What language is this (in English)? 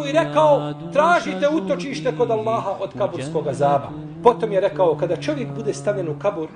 Bosnian